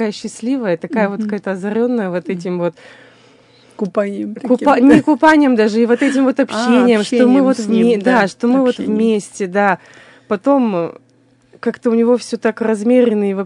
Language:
Russian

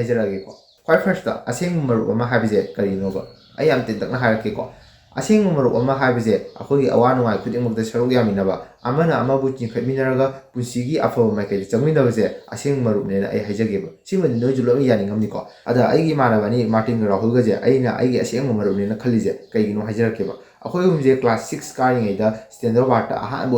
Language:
Manipuri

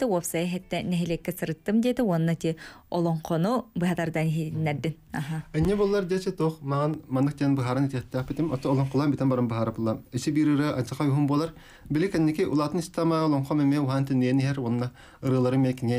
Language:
Yakut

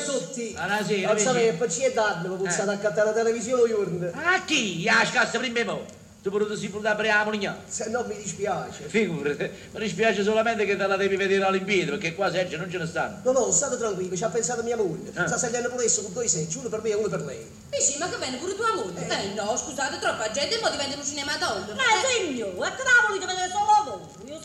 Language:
Neapolitan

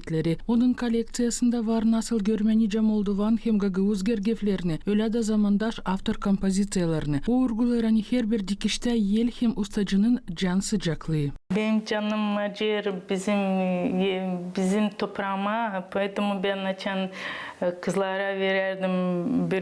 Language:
Gagauz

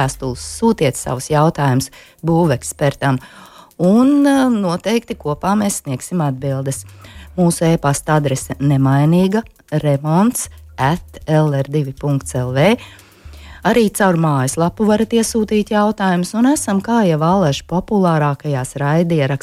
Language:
Latvian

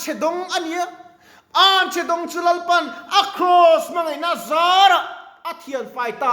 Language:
Mizo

